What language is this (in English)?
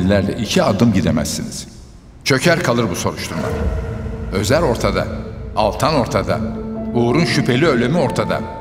Turkish